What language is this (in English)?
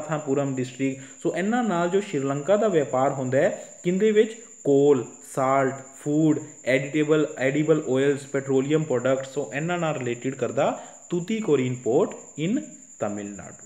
Punjabi